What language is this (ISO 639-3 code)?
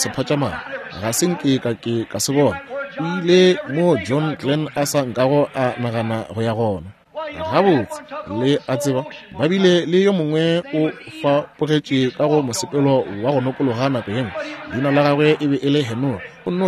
nso